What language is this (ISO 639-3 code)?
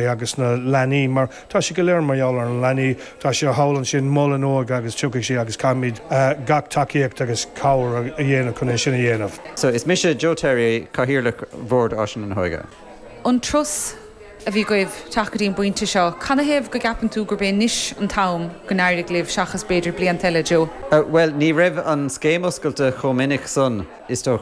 gle